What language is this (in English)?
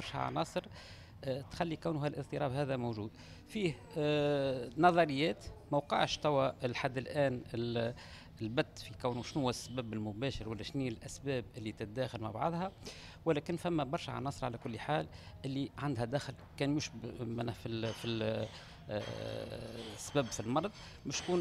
Tunisian Arabic